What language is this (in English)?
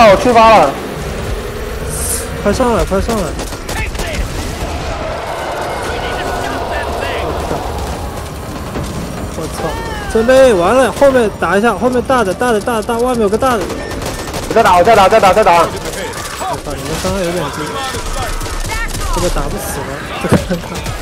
Chinese